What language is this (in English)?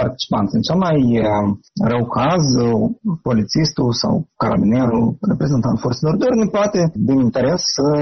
Romanian